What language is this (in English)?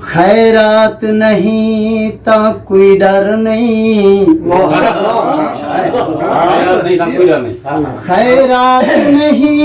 Saraiki